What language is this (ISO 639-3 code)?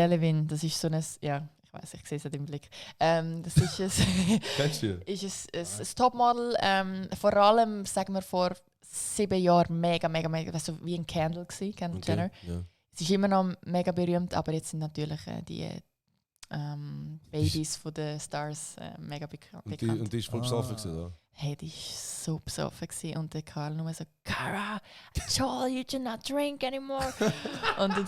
gsw